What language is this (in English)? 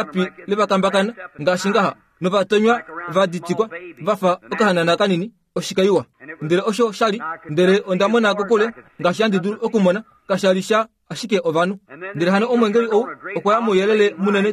Kuanyama